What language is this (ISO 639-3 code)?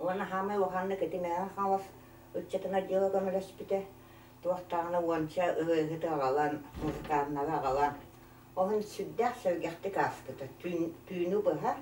sah